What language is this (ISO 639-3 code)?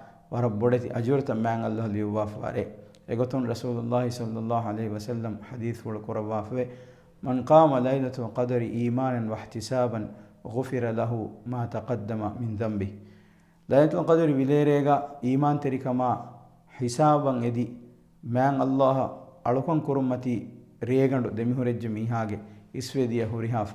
div